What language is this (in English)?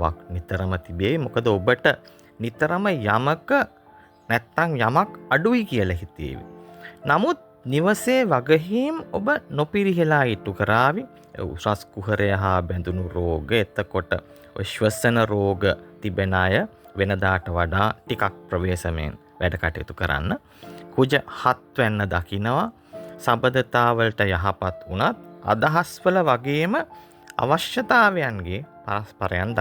Sinhala